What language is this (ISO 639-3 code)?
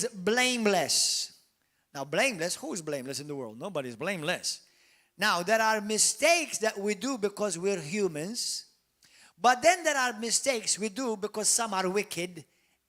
eng